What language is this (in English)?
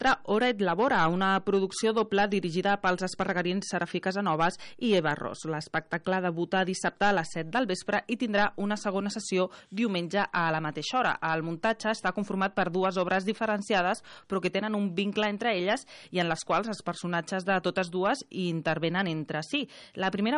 Catalan